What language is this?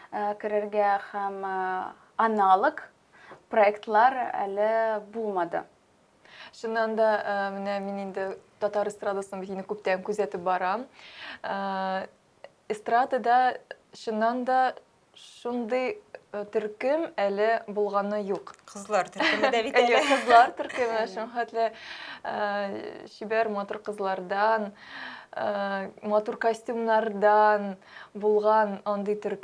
Tatar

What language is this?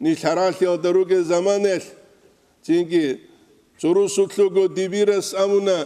Avaric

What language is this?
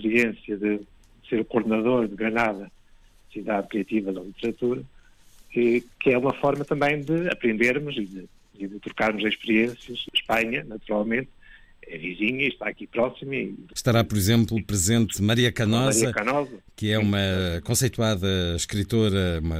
Portuguese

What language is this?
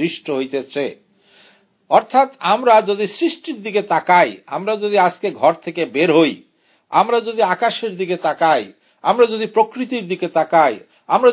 Bangla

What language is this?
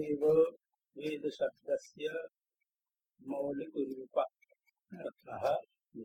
Sanskrit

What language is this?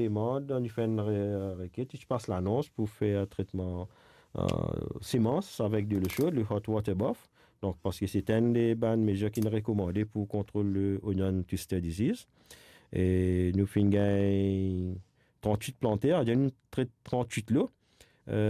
Morisyen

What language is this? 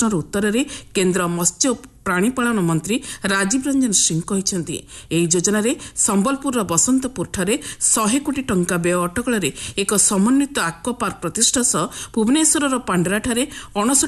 Odia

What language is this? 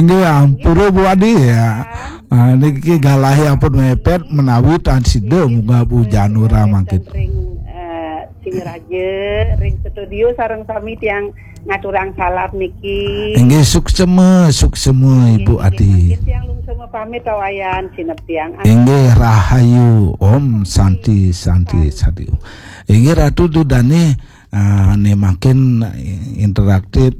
Balinese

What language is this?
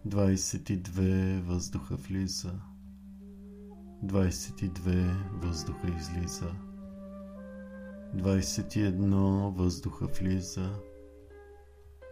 Bulgarian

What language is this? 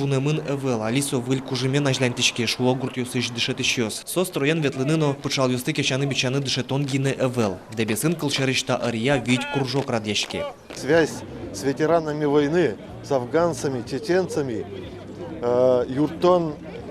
Udmurt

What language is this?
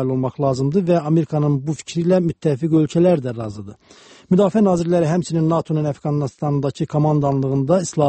Azerbaijani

